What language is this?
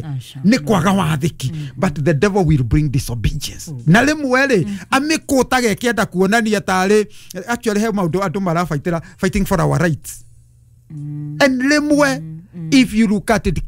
Kikuyu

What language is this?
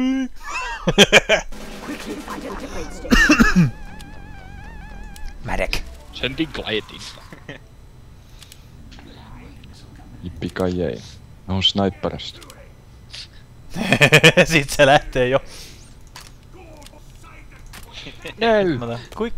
Finnish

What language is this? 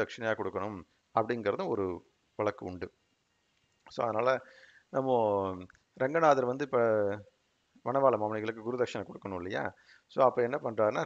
Tamil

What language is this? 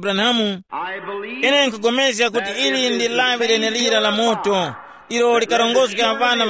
Tumbuka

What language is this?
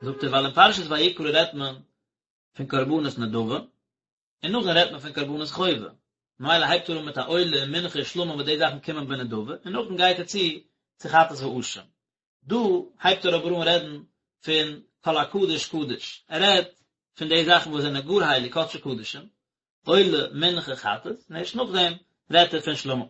Yiddish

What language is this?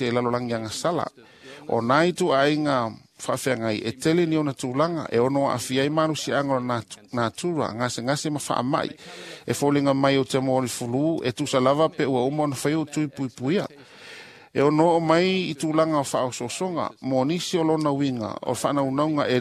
Samoan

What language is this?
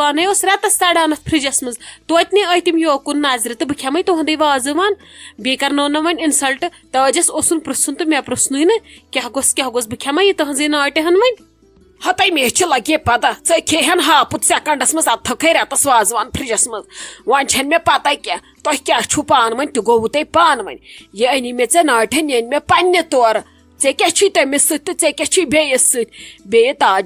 Kashmiri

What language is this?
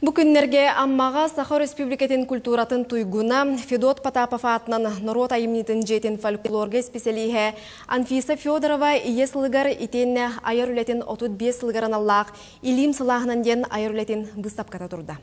Yakut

